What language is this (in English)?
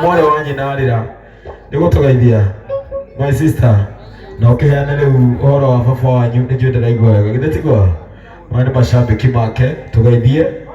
Kikuyu